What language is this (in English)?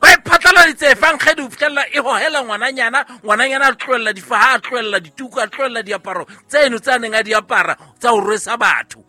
Southern Sotho